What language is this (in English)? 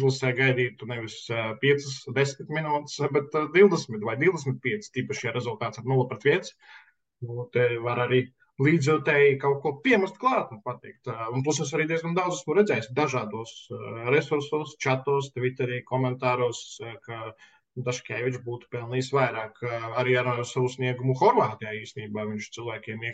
Latvian